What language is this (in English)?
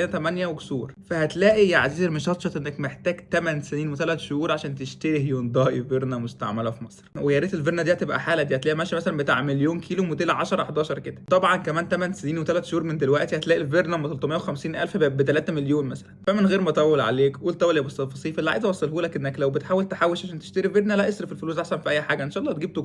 Egyptian Arabic